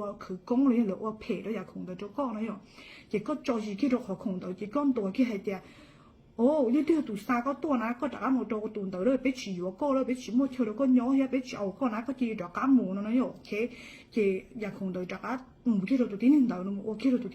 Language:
Hmong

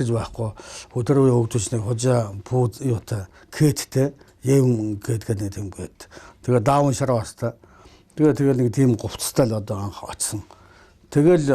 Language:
Mongolian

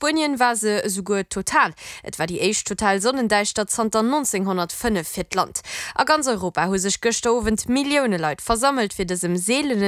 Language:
Luxembourgish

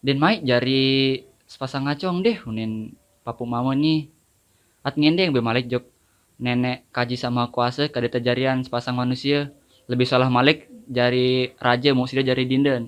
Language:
Sasak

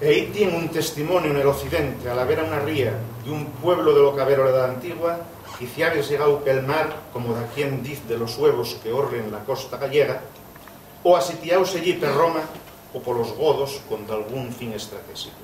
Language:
Asturian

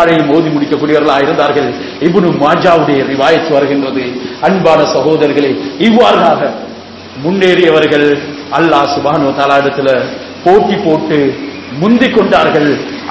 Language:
Tamil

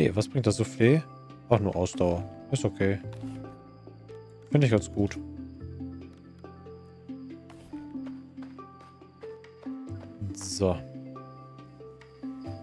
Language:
German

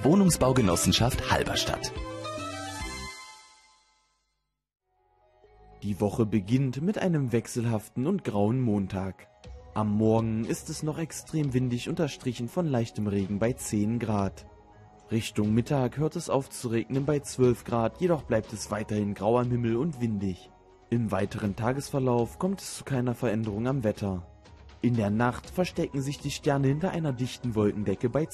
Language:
German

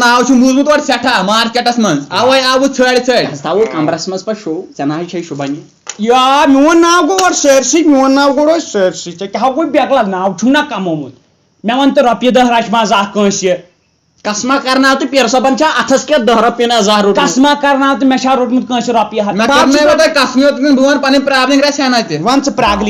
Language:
Kashmiri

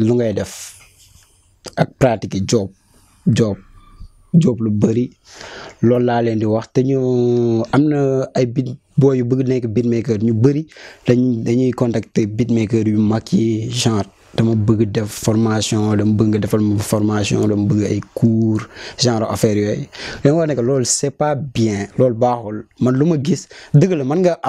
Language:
Wolof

